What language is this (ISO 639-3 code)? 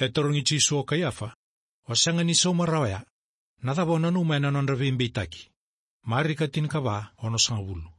fij